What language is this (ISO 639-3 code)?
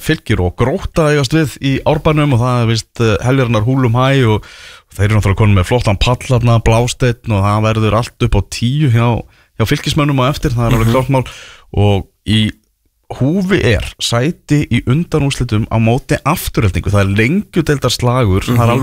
isl